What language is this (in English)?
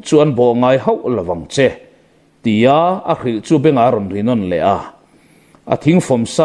Mizo